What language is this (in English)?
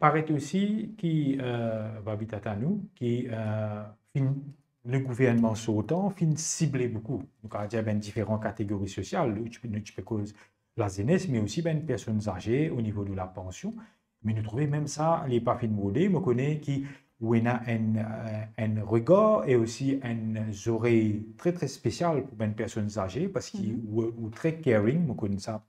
Morisyen